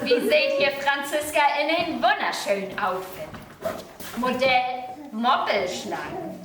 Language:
Low German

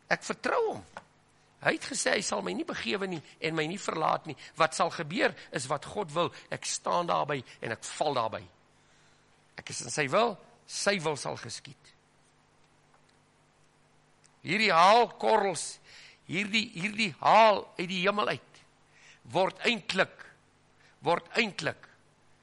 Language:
Afrikaans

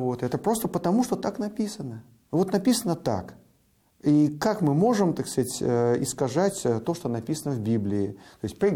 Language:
Russian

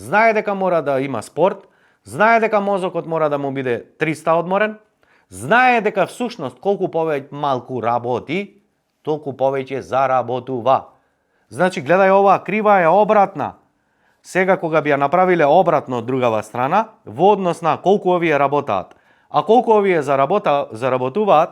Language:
Macedonian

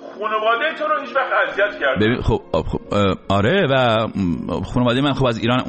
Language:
Persian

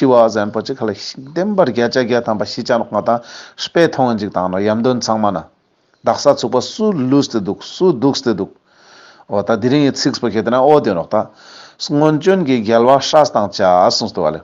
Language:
Ladakhi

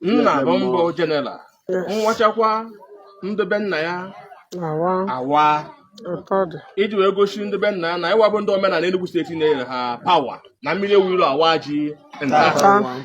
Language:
Igbo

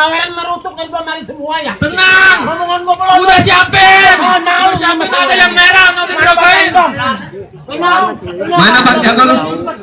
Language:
Betawi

